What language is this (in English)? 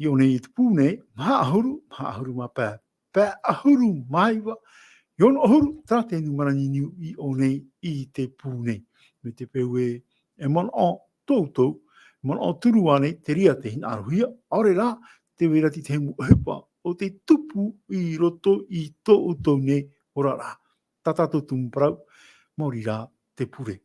Tahitian